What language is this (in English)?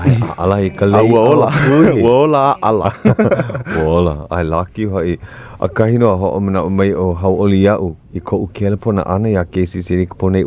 Hawaiian